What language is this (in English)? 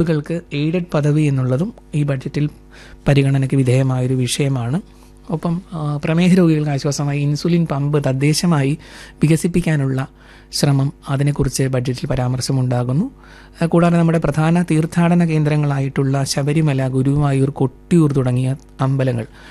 Malayalam